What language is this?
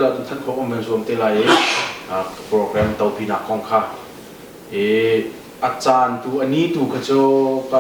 Hakha Chin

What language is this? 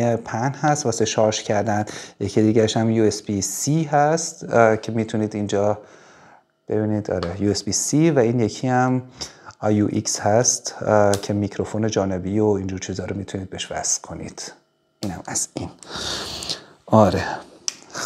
Persian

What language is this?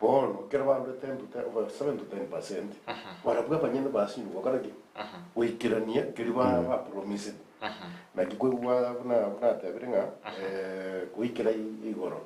Gusii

